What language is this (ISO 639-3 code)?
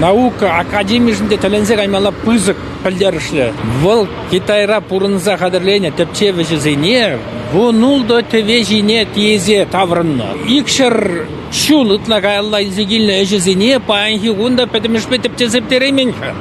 chv